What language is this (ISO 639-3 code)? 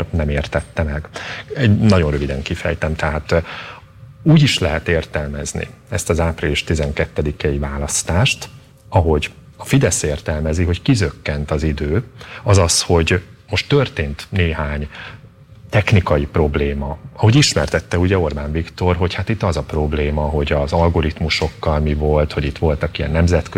hun